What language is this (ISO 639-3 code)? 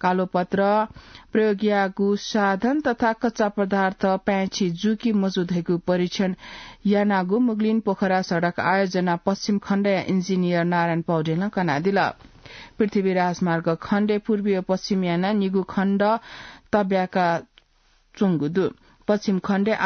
new